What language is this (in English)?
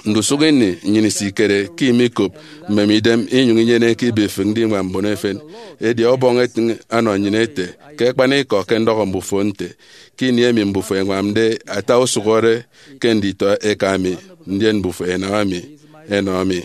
Efik